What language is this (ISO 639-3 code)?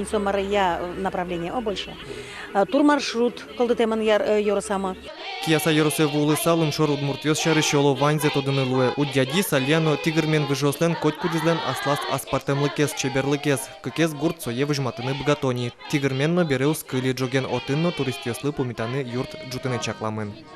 udm